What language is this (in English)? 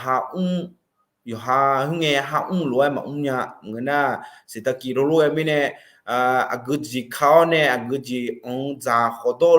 Akha